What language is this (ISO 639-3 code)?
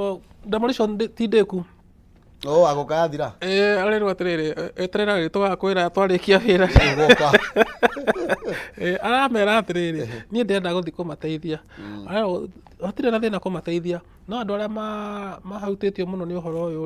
kik